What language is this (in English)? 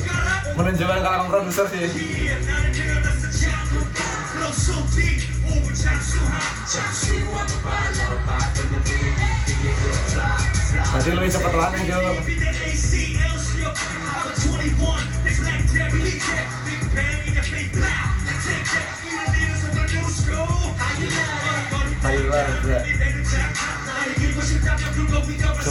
Indonesian